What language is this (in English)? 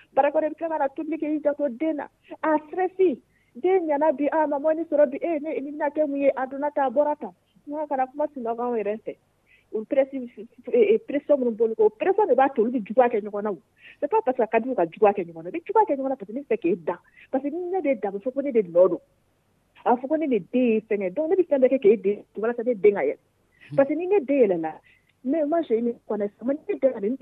Dyula